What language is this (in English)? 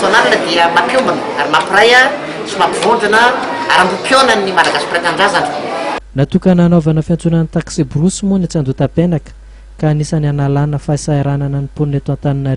Malagasy